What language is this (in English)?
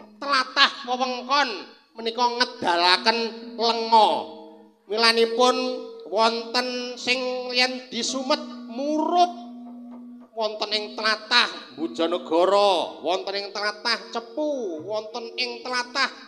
Javanese